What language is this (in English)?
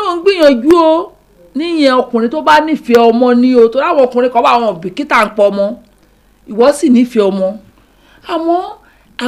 Yoruba